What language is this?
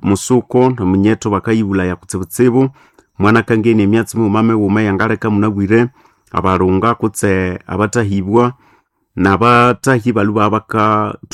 Nande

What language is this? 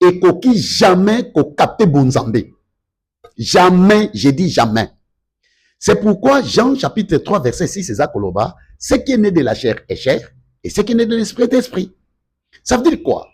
Lingala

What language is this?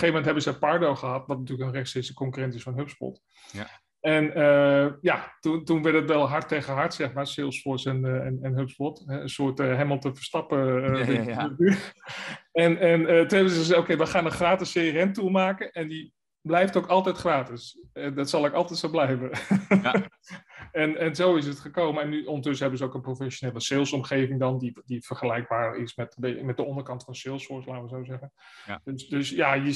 Dutch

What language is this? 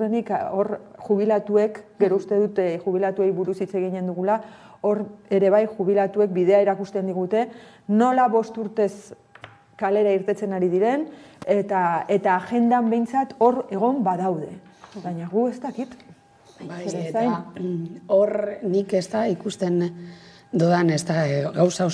Basque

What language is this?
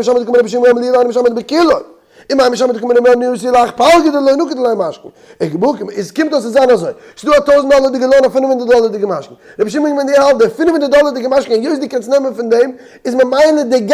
Yiddish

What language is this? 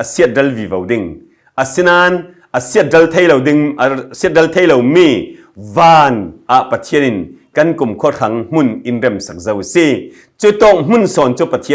Falam Chin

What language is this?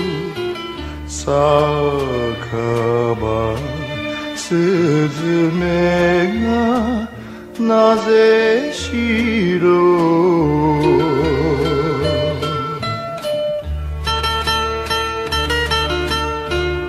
Japanese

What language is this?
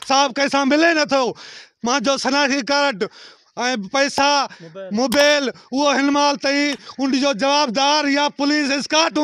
Sindhi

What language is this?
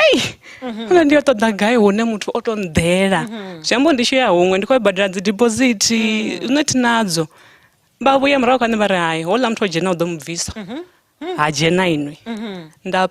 Venda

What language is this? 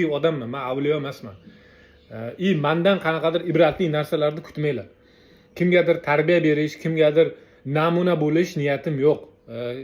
Uzbek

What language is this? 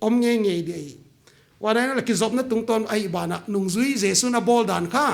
Paite Chin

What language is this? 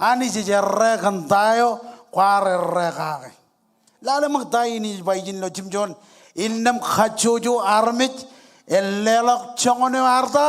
Marshallese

